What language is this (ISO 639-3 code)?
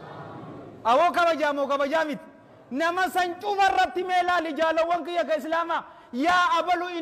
orm